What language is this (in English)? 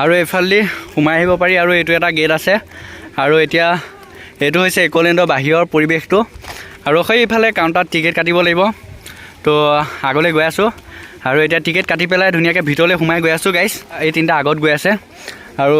Assamese